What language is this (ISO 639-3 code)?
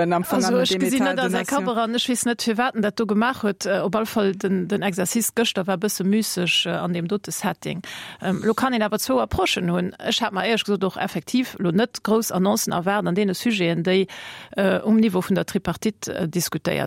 ltz